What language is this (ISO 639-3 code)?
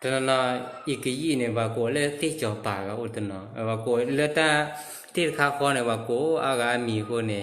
ksw